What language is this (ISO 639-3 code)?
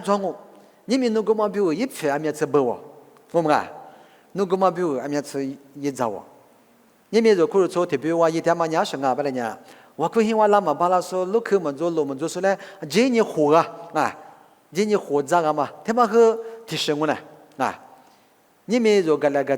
lis